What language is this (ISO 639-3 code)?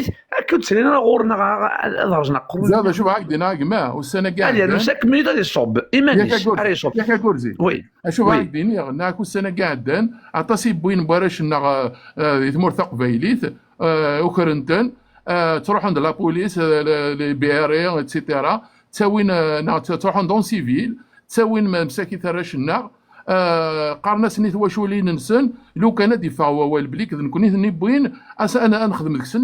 kab